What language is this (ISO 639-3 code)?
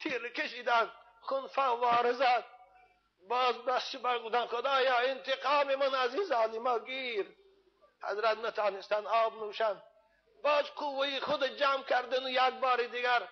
tgk